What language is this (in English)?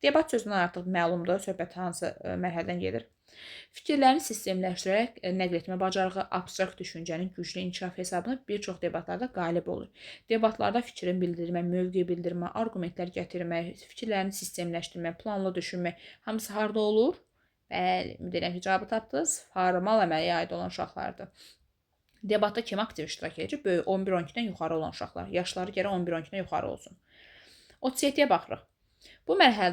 Azerbaijani